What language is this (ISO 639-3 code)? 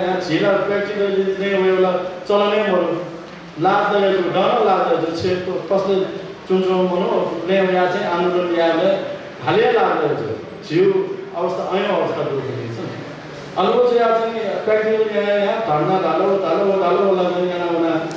new